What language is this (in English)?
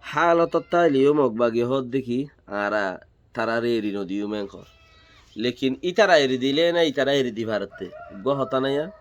Rohingya